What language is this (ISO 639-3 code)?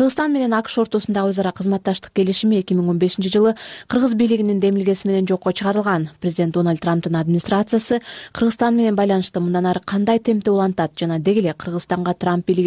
kir